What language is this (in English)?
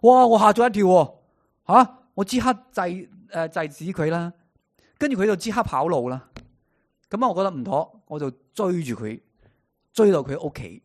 Cantonese